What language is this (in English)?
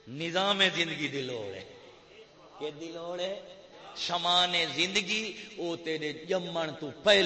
Saraiki